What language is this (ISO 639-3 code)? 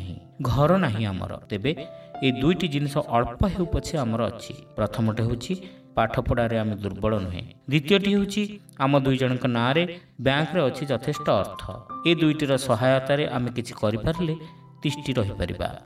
ori